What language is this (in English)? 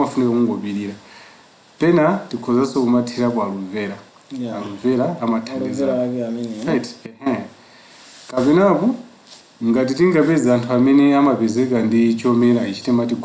Nyanja